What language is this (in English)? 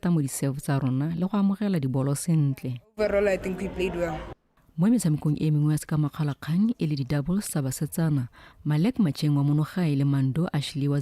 Tswana